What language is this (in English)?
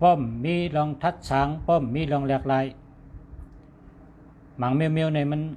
Shan